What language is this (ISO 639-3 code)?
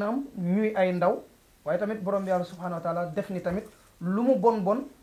wol